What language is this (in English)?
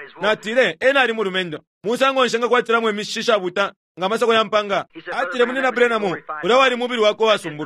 Bemba